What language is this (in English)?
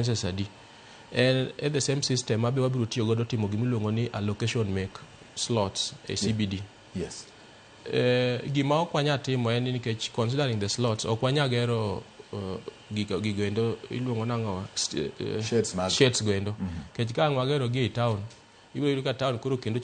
Luo (Kenya and Tanzania)